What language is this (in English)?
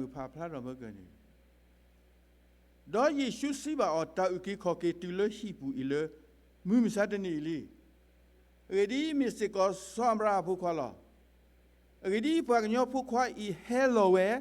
S'gaw Karen